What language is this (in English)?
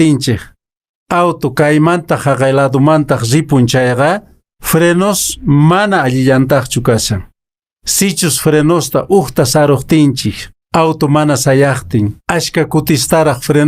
Quechua